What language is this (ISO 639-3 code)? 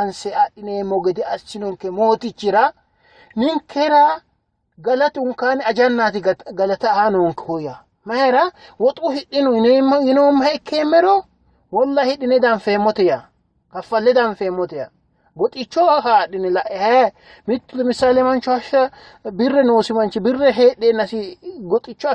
sid